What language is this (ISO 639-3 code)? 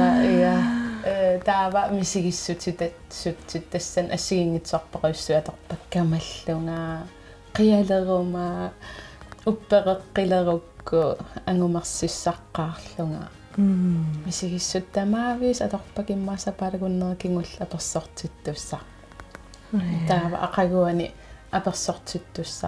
kal